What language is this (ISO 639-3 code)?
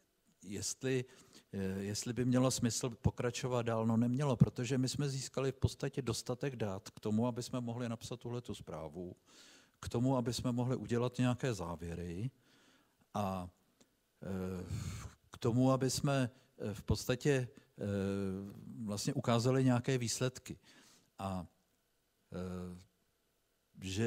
ces